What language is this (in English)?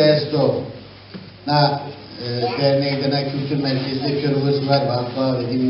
Zaza